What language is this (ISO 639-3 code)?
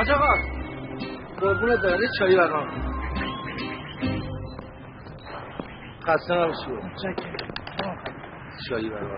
fas